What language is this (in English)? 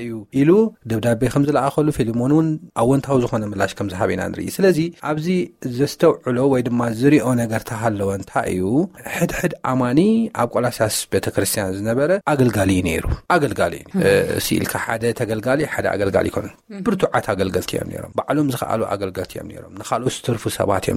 Tigrinya